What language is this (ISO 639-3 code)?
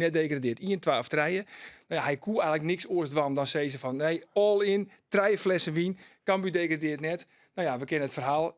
fry